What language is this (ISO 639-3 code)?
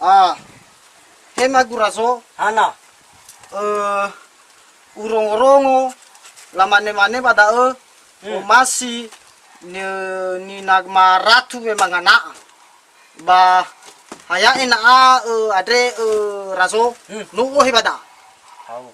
nia